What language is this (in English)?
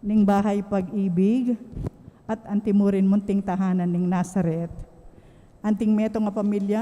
Pampanga